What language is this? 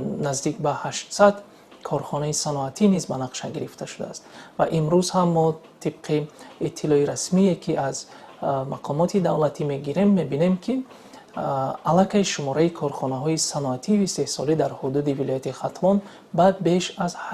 Tajik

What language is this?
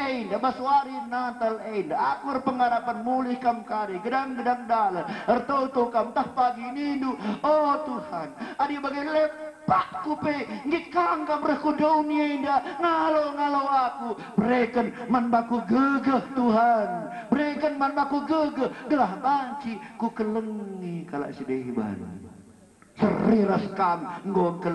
Batak Karo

